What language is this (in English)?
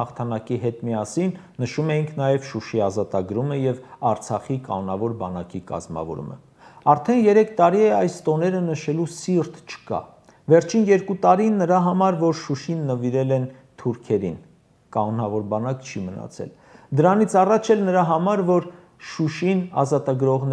Armenian